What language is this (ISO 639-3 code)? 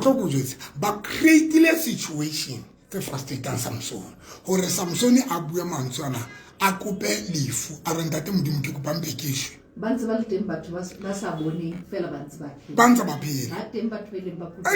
sot